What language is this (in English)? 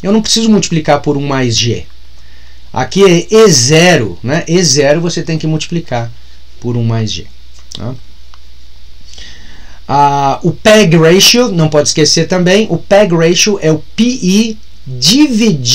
Portuguese